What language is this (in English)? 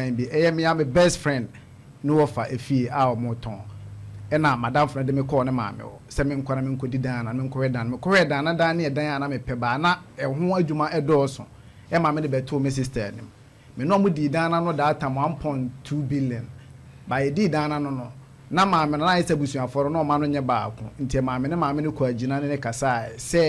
Akan